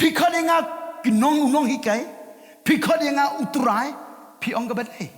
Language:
Khasi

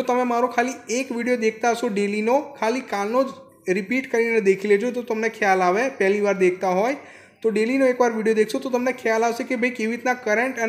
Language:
Gujarati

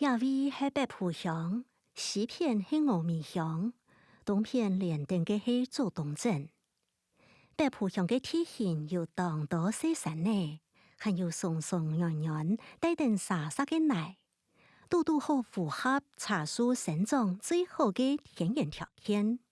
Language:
Hakka Chinese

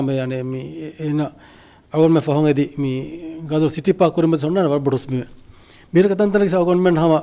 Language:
Divehi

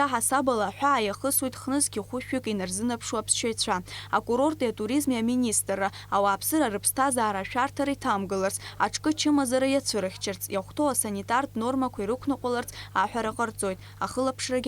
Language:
Abkhazian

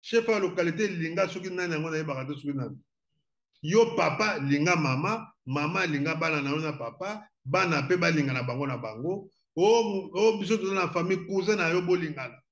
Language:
Lingala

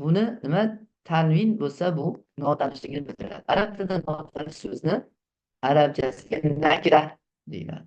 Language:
Uzbek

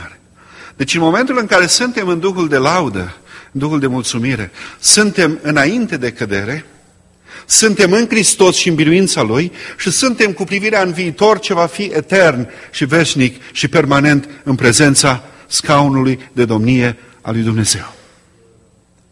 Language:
Romanian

